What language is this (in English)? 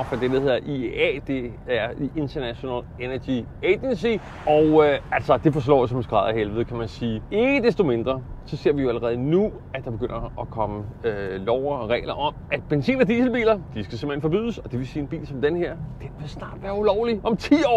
Danish